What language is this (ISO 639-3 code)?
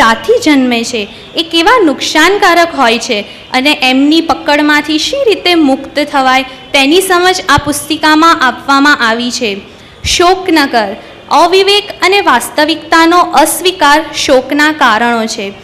guj